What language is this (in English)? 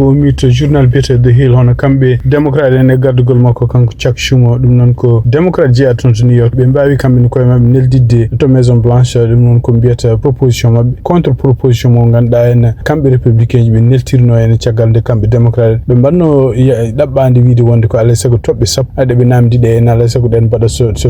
Fula